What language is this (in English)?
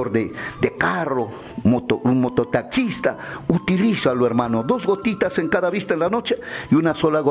Spanish